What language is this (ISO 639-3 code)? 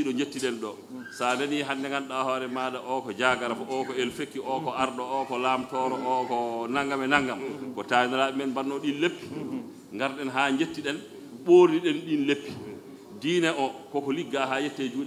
ful